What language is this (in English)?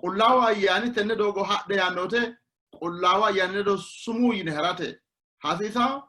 Sidamo